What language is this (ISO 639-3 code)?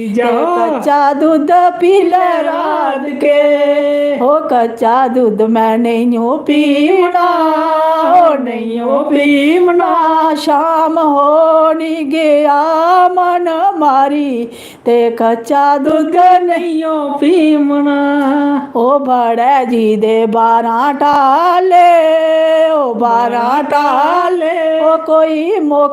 doi